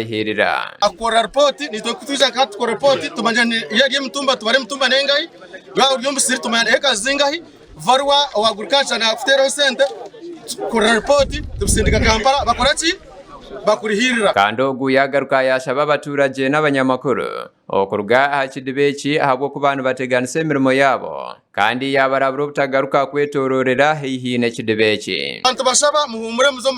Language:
Nyankole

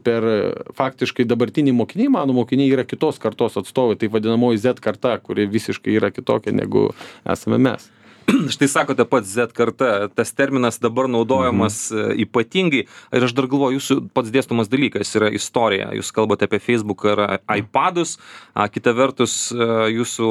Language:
Lithuanian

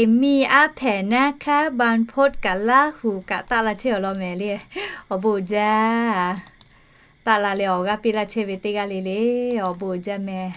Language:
Lahu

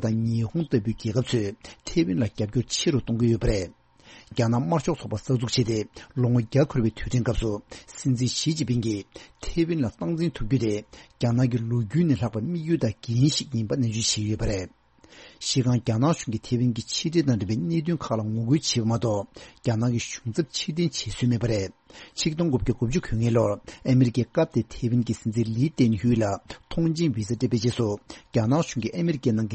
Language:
Tibetan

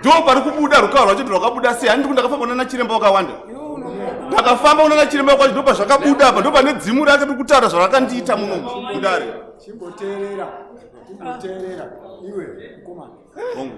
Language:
Shona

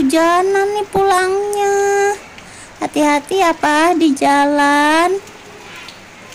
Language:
Indonesian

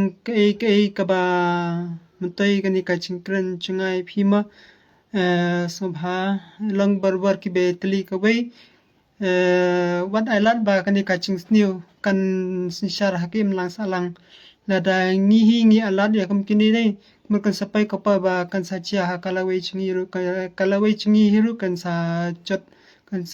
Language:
Khasi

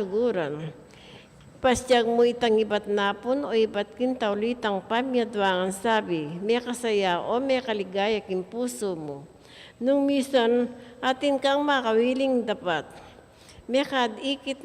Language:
Pampanga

